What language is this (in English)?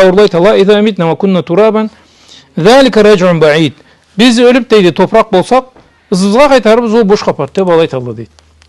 Karachay-Balkar